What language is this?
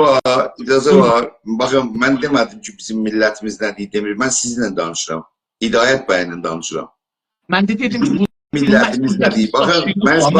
South Azerbaijani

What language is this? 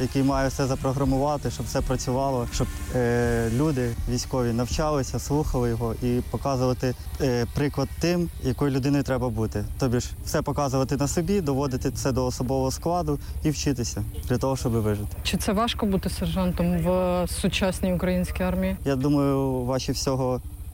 Ukrainian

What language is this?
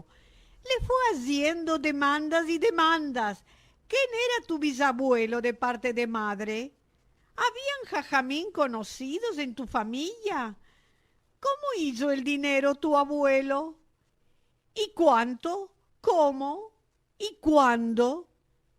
Ladino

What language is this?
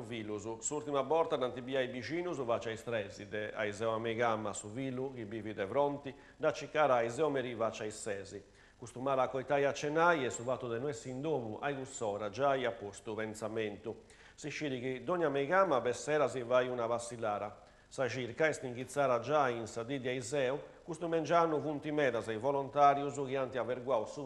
Sardinian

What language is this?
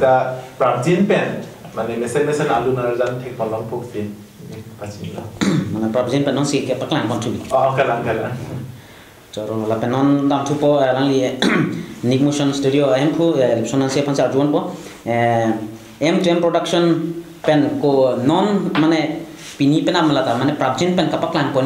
Karbi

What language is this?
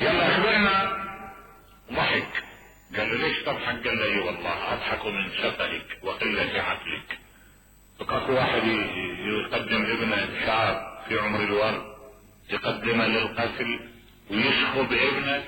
Mesopotamian Arabic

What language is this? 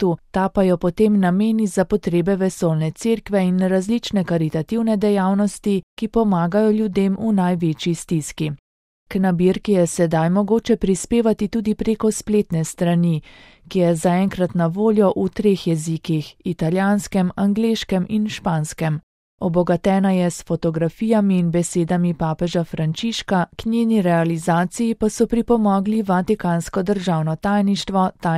Slovenian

